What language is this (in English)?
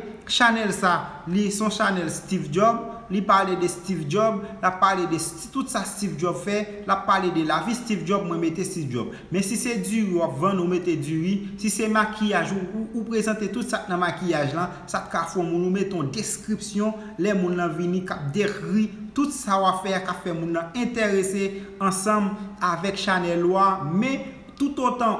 Haitian Creole